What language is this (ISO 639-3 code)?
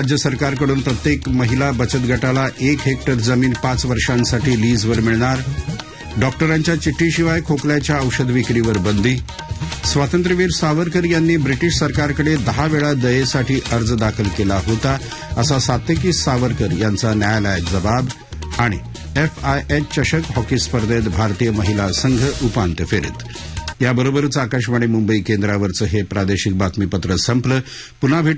mar